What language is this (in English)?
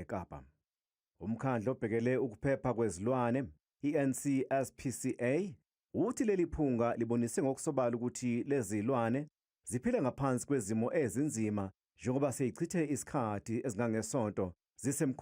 Zulu